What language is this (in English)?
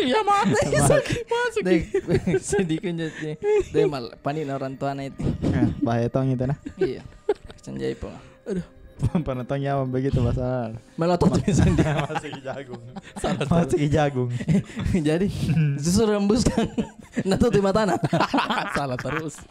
Makassar Malay